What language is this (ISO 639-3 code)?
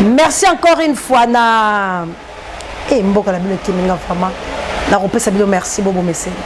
lin